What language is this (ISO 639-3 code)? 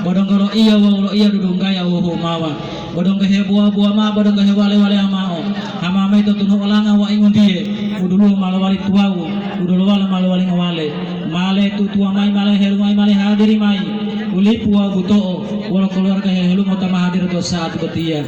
gor